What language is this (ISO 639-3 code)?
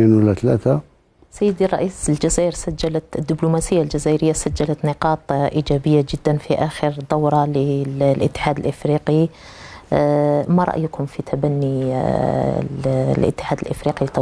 ara